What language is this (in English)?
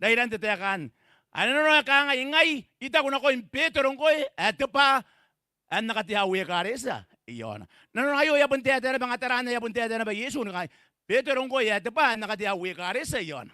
Gilbertese